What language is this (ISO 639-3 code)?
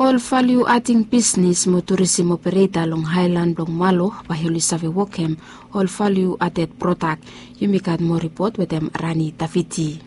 bis